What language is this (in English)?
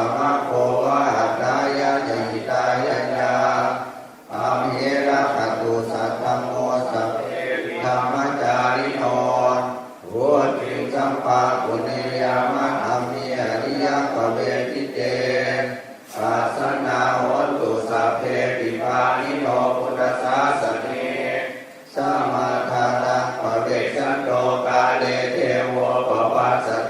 Pali